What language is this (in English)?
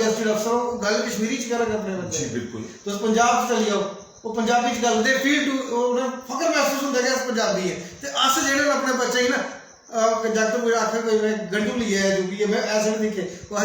Dogri